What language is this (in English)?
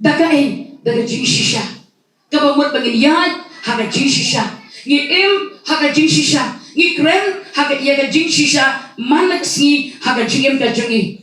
Khasi